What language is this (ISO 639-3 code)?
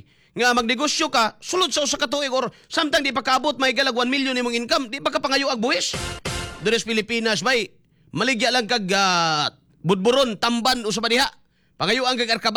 ceb